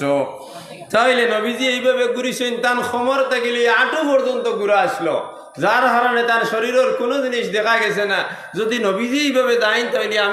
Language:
Sylheti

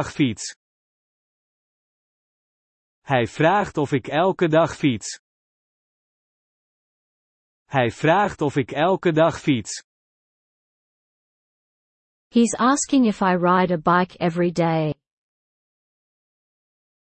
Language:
Dutch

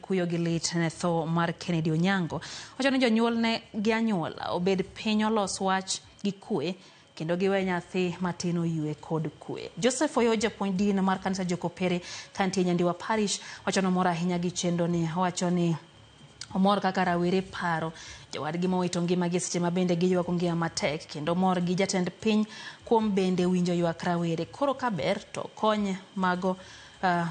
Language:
Luo (Kenya and Tanzania)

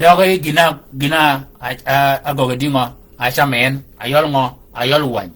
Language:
Shilluk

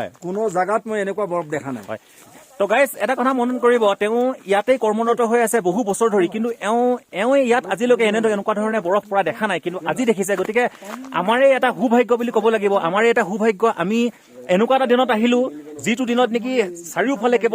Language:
Assamese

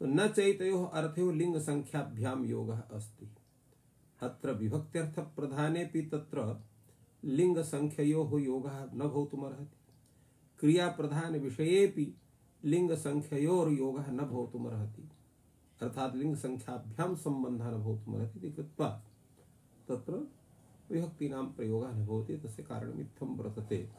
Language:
Sanskrit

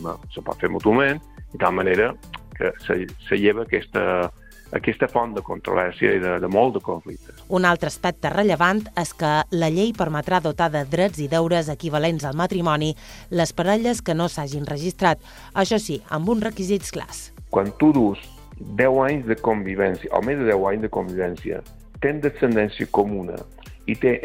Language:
Catalan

